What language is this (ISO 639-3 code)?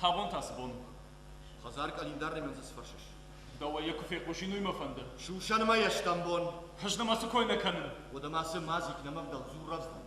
oss